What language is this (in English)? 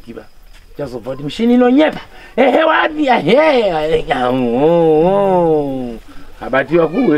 Shona